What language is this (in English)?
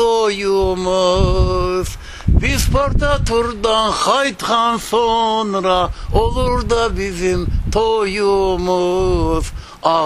Crimean Tatar